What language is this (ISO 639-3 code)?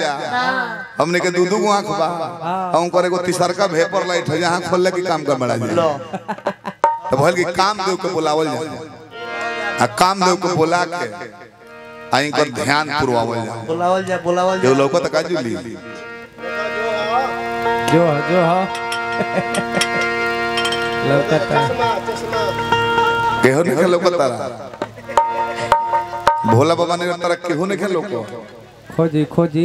bho